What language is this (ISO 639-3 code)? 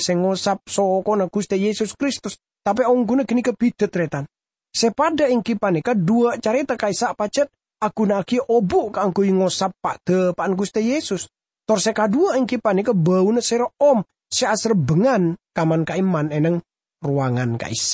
mad